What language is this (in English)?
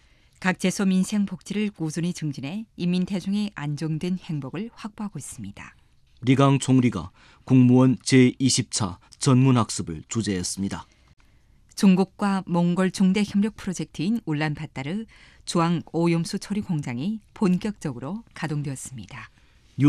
Korean